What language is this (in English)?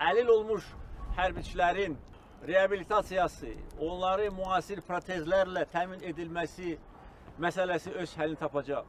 Azerbaijani